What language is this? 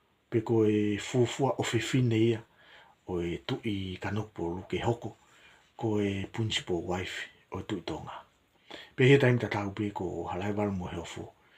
Tongan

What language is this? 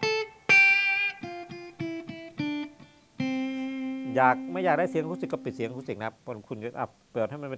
Thai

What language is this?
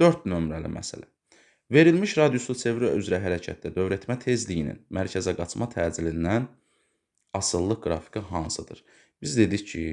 Azerbaijani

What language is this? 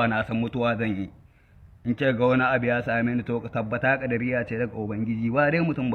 Hausa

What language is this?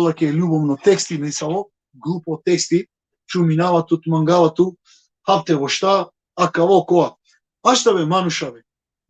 Balkan Romani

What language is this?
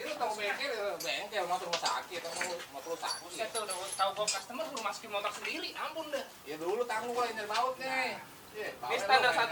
Betawi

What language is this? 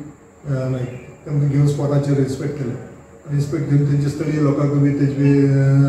Konkani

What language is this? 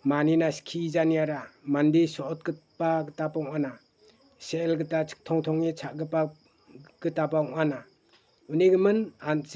Garo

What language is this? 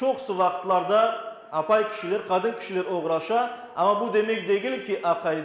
Crimean Tatar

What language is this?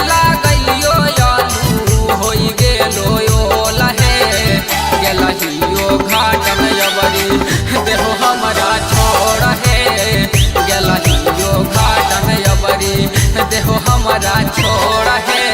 Magahi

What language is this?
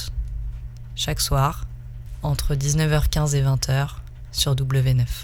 French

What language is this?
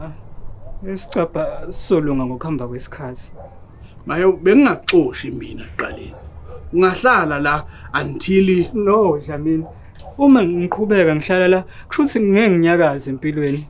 Zulu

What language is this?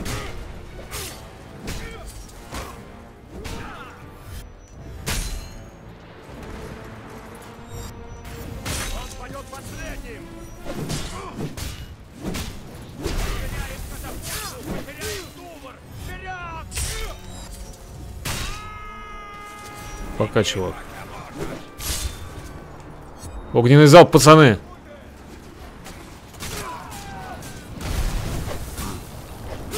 Russian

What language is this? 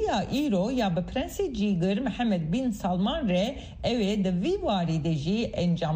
Kurdish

